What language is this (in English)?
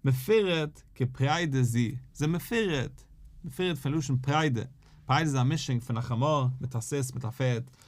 Yiddish